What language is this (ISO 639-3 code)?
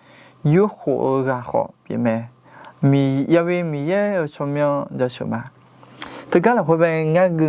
ahk